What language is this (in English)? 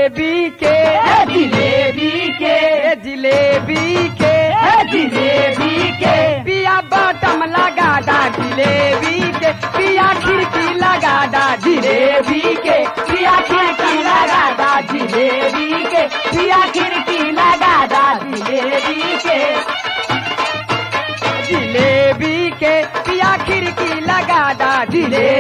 Bhojpuri